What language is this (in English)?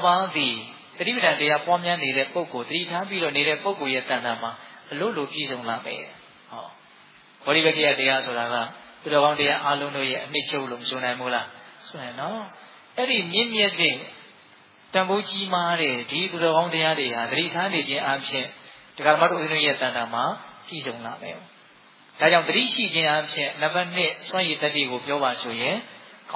Burmese